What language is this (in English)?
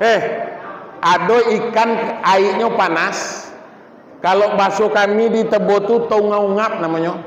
Minangkabau